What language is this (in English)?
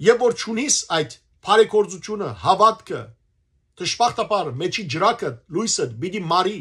Western Armenian